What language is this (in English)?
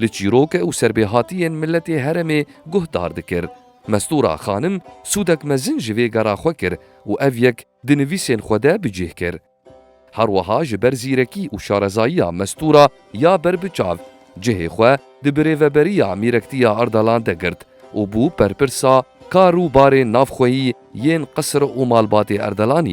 Kurdish